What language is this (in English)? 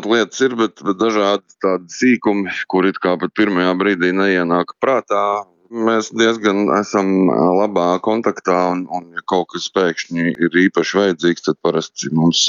Latvian